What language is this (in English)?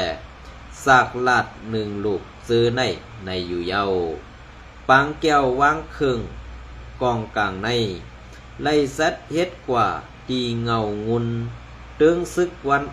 Shan